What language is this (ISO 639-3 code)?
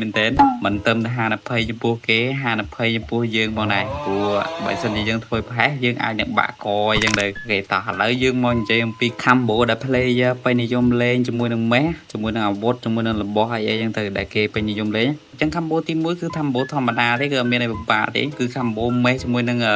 khm